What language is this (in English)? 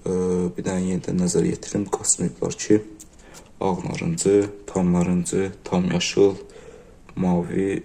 Azerbaijani